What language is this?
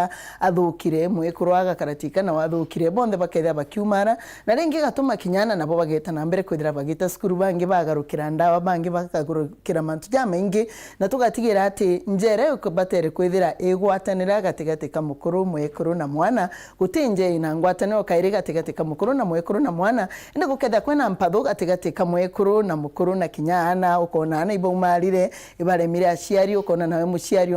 Meru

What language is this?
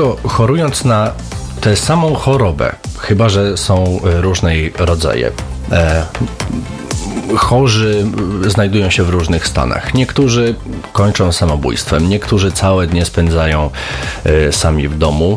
Polish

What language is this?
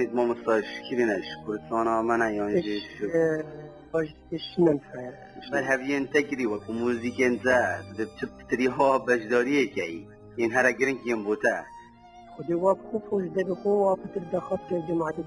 Kurdish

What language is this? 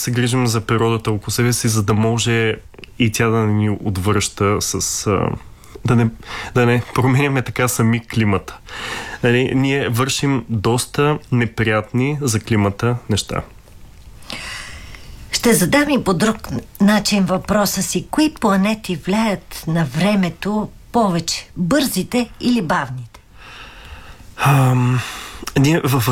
Bulgarian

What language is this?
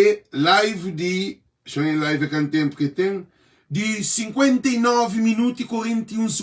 Kabuverdianu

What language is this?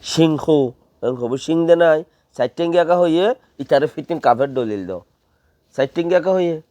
Rohingya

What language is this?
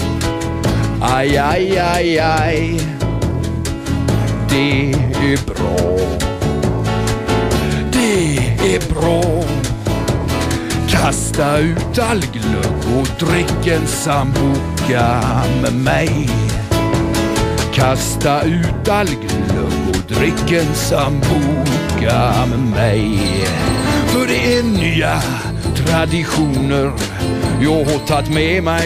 Swedish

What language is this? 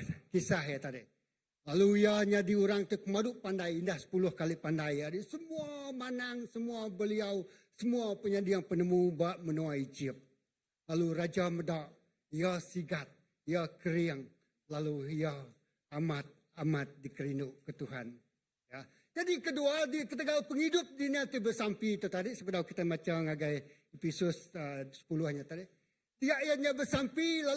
Iban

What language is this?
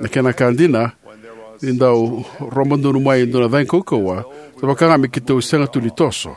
Fijian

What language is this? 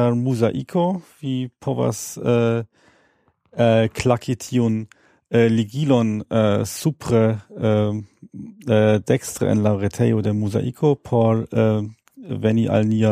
Esperanto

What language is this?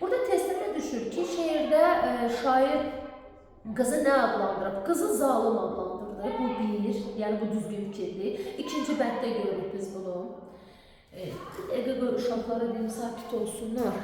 Azerbaijani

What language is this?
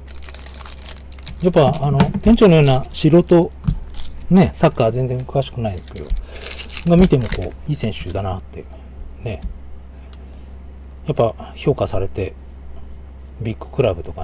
Japanese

